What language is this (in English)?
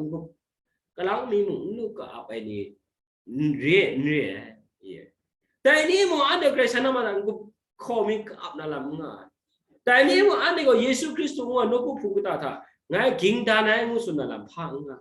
Kachin